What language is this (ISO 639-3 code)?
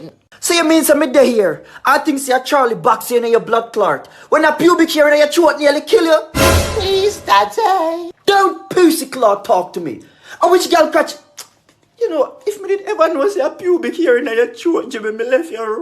jam